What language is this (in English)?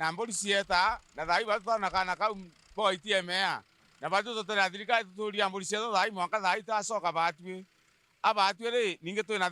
Meru